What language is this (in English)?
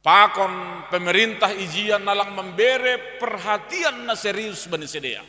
Batak Simalungun